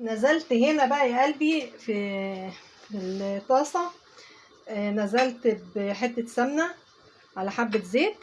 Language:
Egyptian Arabic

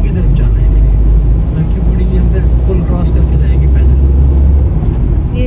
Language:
Hindi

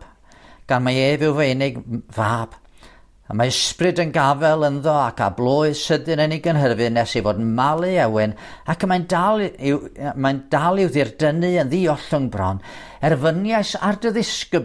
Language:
Welsh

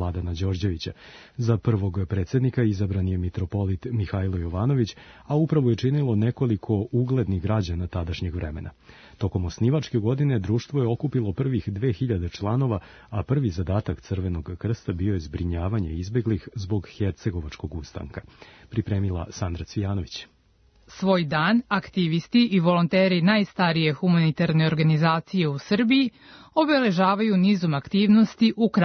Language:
Serbian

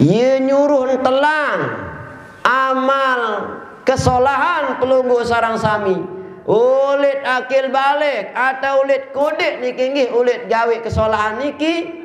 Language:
Sasak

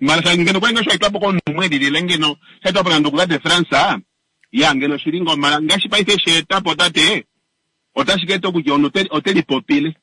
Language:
Kuanyama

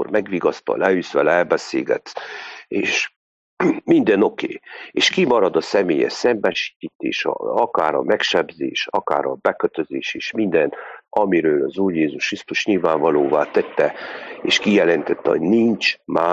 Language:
Hungarian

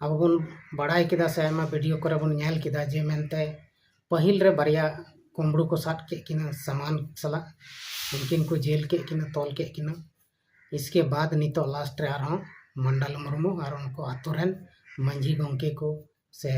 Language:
Santali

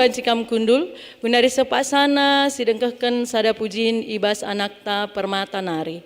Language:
Batak Karo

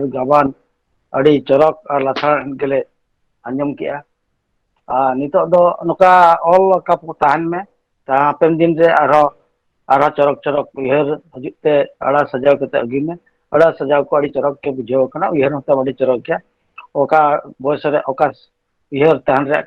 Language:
Santali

